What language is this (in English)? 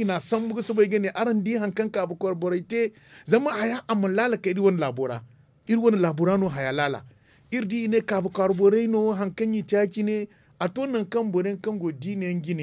Zarma